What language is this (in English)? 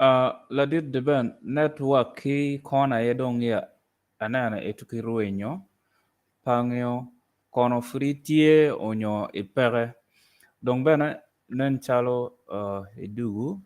Acoli